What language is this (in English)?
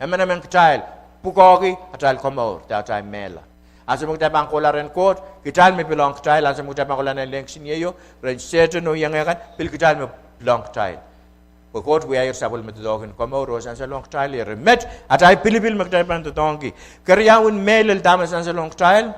Pohnpeian